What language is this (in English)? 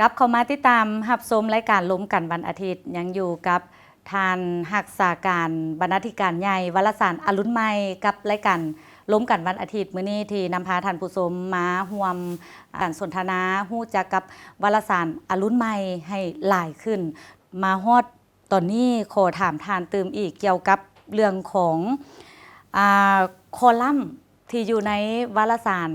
Lao